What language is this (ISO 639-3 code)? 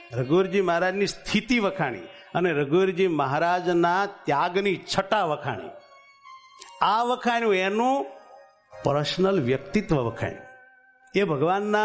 guj